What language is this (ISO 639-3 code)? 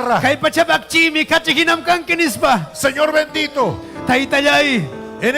quy